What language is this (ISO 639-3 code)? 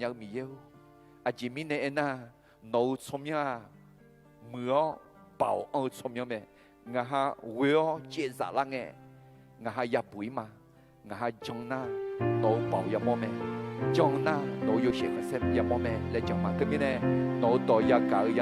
ahk